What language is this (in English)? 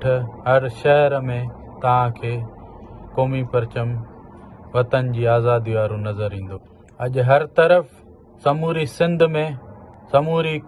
Sindhi